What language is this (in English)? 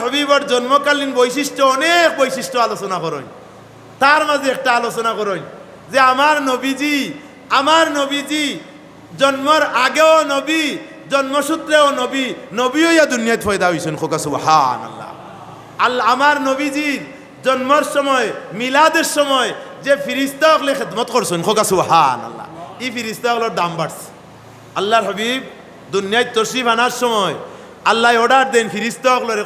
Sylheti